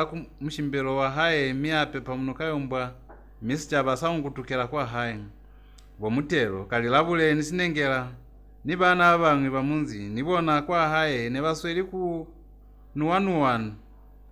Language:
Lozi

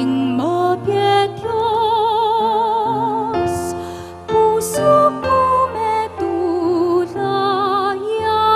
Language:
Pampanga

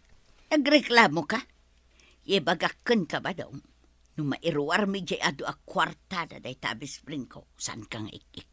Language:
Iloko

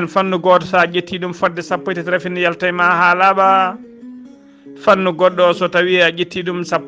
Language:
Fula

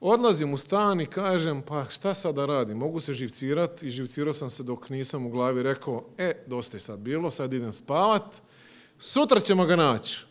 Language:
Croatian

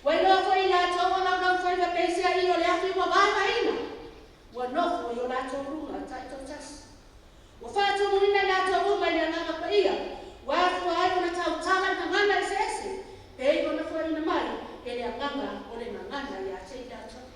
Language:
Samoan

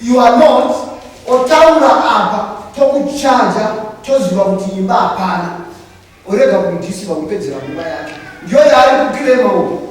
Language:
Shona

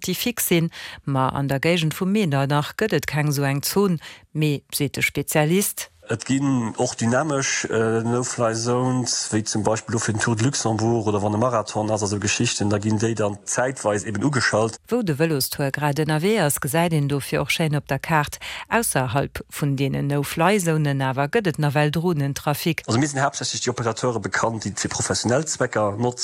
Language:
Luxembourgish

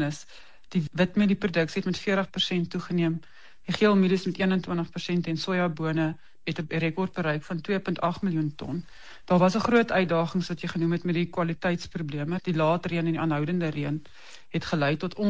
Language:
Afrikaans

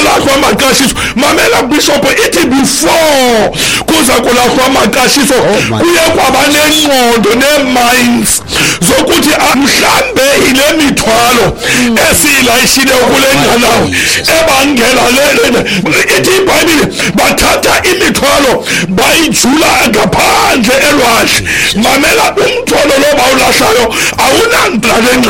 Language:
Xhosa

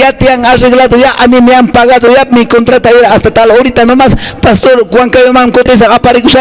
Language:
Quechua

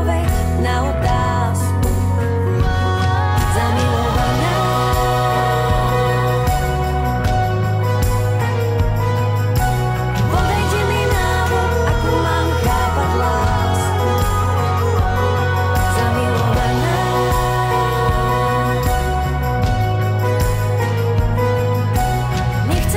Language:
Slovak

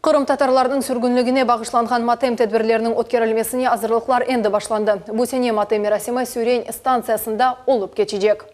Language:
Crimean Tatar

